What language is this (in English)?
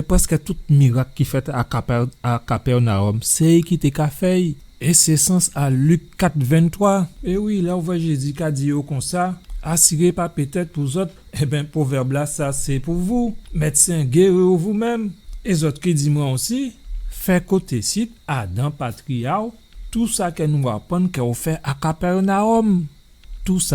Guadeloupean Creole French